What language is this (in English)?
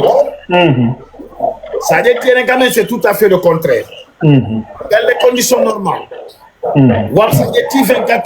Fula